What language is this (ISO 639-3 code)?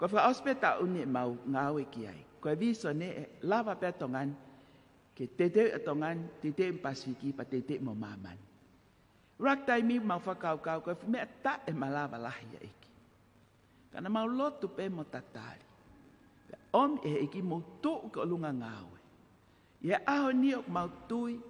ton